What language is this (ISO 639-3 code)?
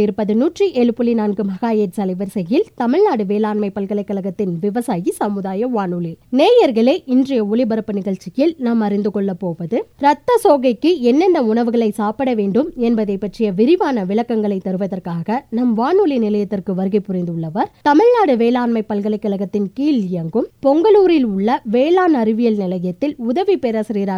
tam